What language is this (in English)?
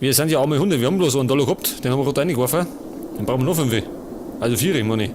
Bavarian